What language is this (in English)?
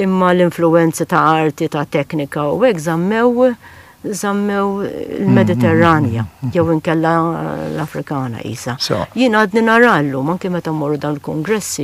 Maltese